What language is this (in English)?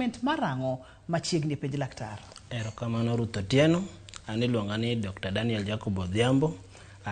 Luo (Kenya and Tanzania)